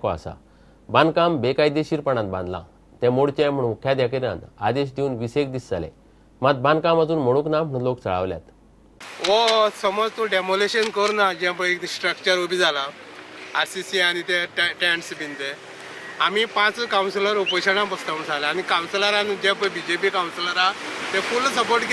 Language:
Konkani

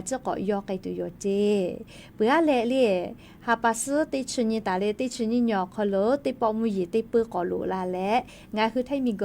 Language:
Lahu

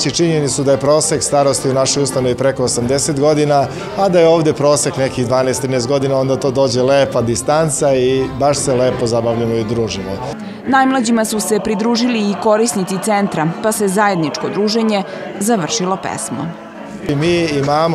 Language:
Serbian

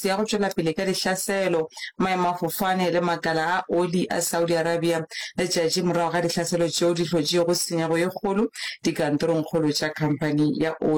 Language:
Northern Sotho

